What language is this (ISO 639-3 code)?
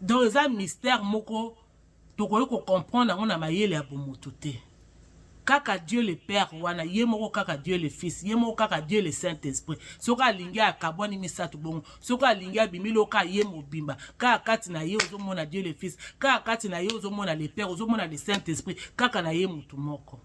lin